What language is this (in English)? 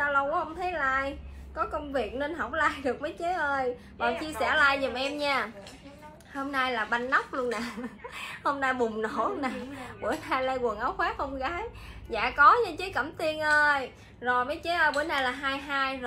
Vietnamese